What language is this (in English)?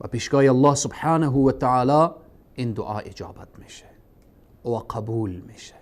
Persian